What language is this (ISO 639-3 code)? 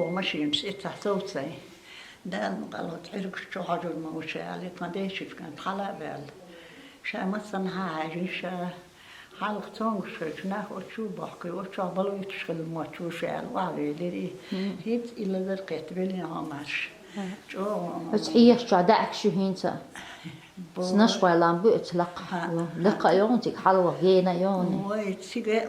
che